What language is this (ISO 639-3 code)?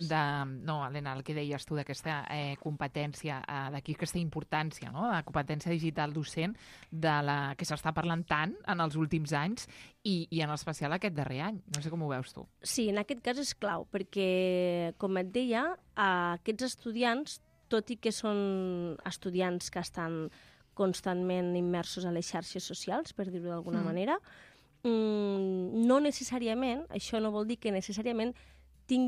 cat